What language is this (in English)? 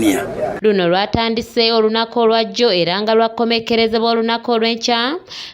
Ganda